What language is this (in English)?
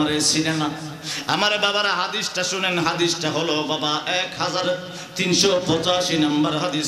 Bangla